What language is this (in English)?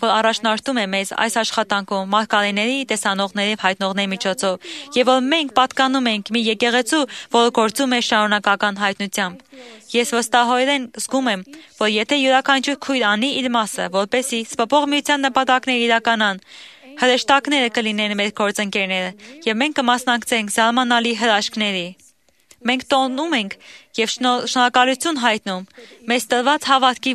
Armenian